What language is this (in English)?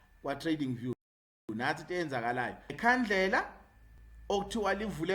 Zulu